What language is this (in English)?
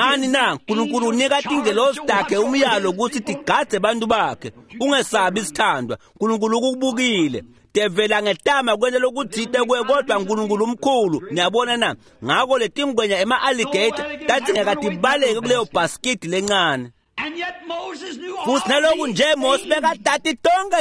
Swati